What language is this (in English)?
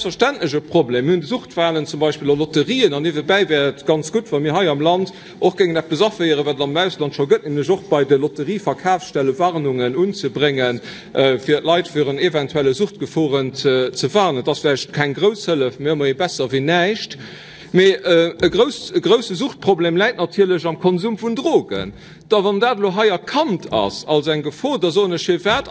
Luxembourgish